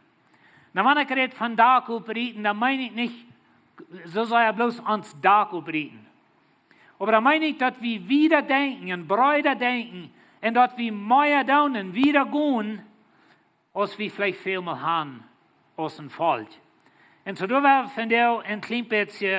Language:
Plautdietsch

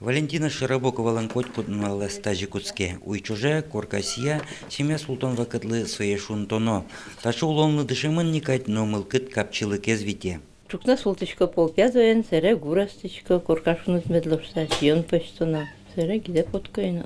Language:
Udmurt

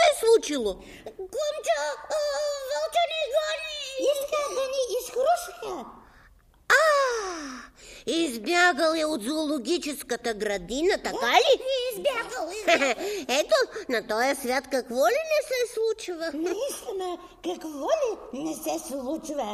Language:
Bulgarian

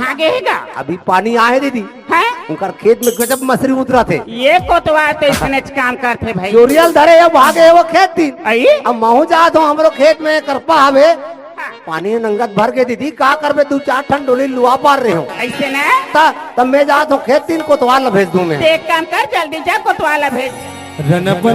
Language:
Chhattisgarhi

